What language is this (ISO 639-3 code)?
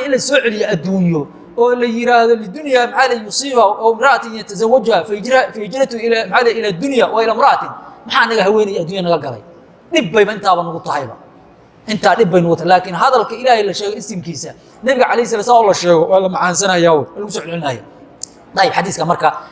som